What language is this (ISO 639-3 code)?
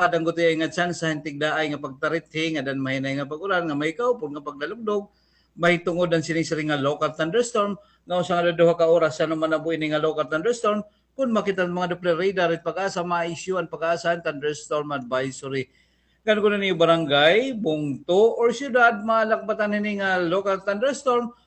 war